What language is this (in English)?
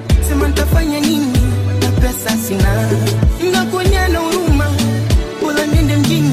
Swahili